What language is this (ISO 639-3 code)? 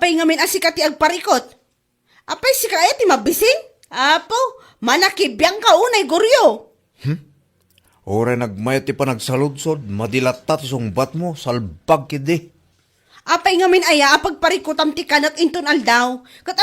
ilo